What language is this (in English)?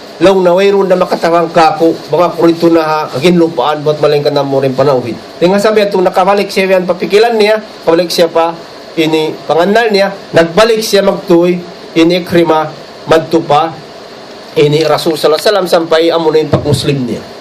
Tausug